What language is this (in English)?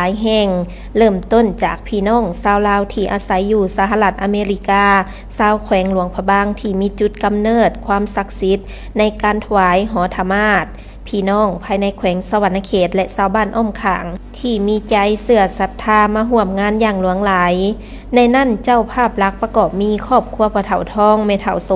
Lao